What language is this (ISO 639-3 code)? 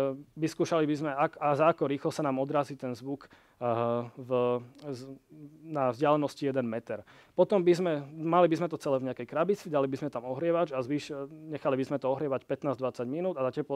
slk